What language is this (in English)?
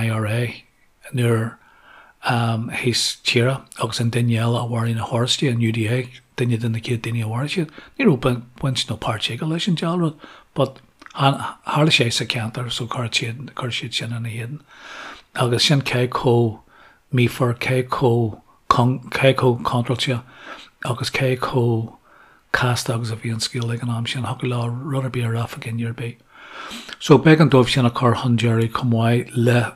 Irish